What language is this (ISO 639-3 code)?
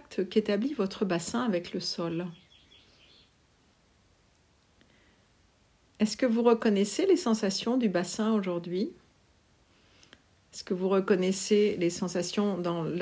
fra